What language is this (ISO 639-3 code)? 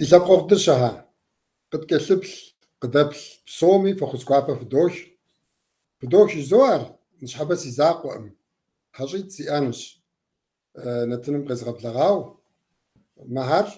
kbd